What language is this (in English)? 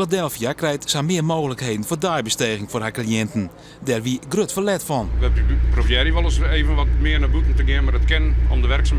Western Frisian